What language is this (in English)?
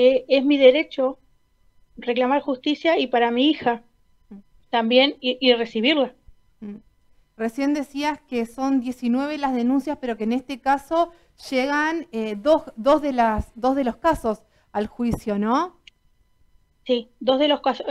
Spanish